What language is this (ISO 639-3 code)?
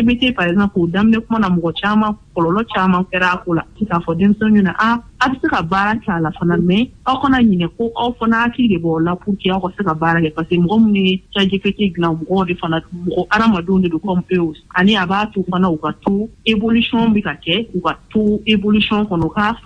bam